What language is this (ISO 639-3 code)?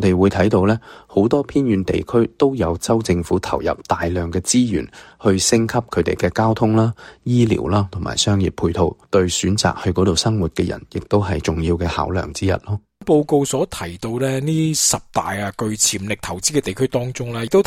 yue